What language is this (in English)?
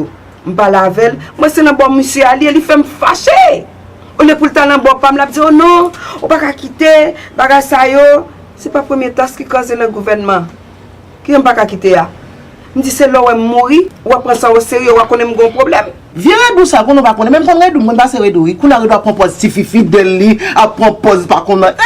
Haitian Creole